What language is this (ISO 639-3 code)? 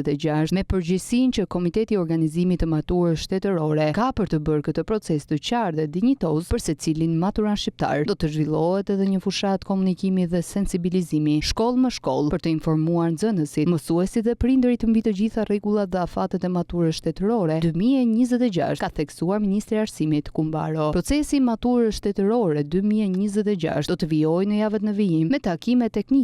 sqi